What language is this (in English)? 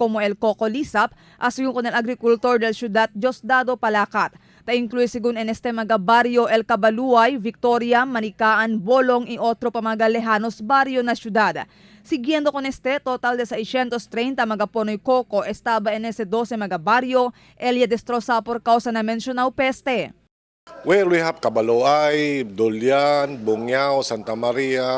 Chavacano